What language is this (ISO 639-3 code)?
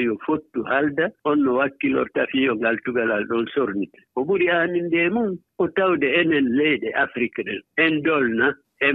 ful